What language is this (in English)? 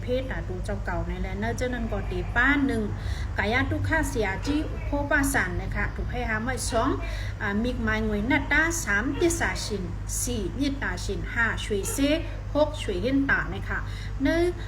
Shan